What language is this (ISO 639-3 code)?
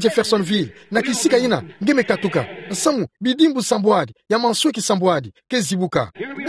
ktu